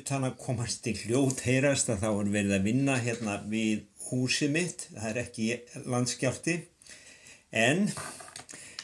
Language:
Icelandic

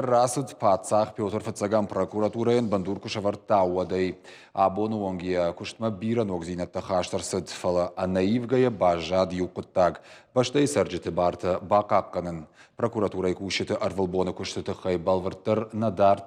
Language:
Ossetic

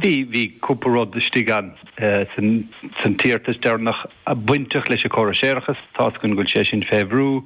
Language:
Irish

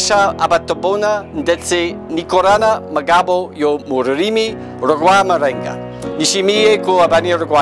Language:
Kinyarwanda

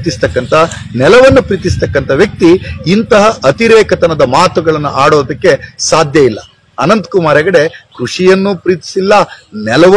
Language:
Kannada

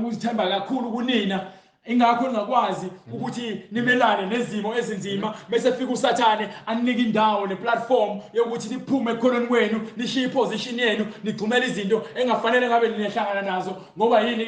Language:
Zulu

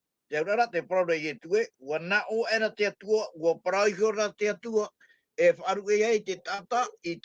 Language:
Tahitian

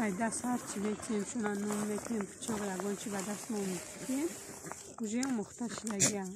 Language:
Tajik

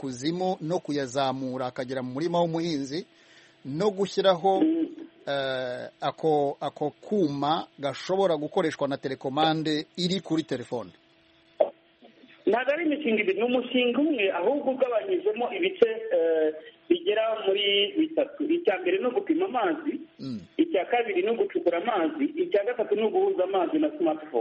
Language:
Kinyarwanda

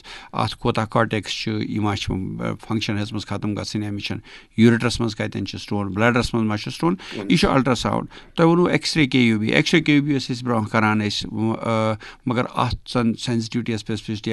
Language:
Kashmiri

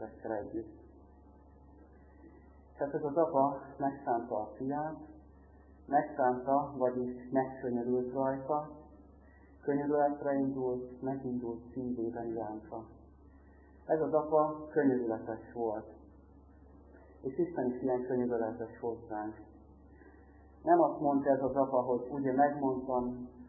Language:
Hungarian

